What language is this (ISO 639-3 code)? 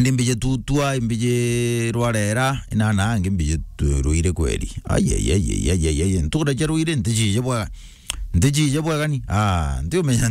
mer